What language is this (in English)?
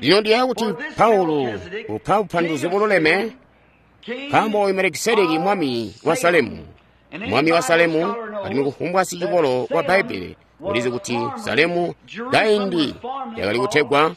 Tonga (Zambia)